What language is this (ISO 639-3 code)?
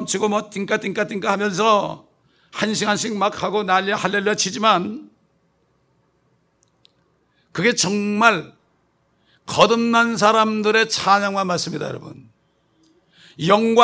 kor